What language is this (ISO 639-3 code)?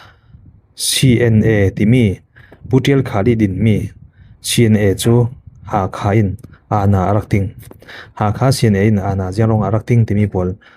cfm